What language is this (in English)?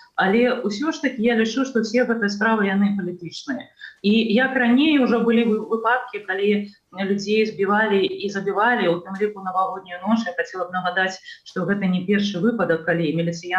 Belarusian